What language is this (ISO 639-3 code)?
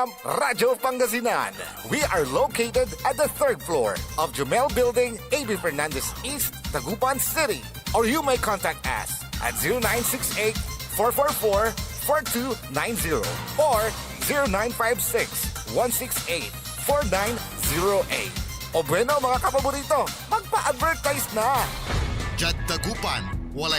pag